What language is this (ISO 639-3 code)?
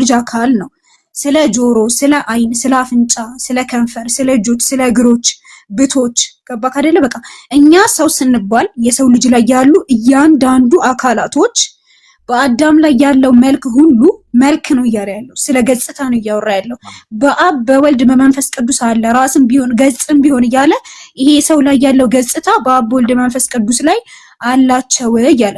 amh